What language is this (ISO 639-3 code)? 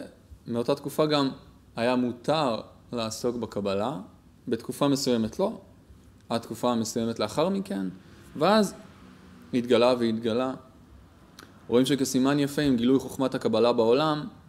heb